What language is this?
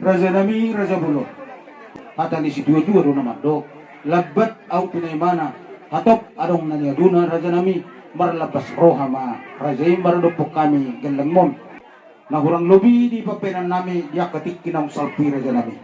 Batak Toba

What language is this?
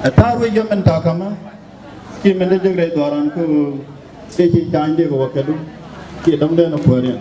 Nuer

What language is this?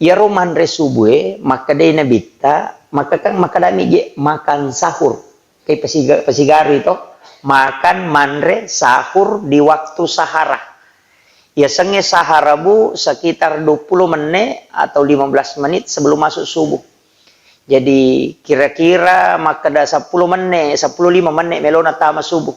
Buginese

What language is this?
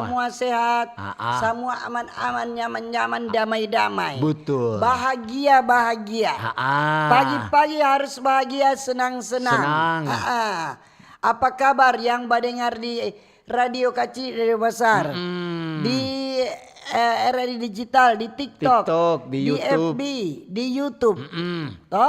Manado Malay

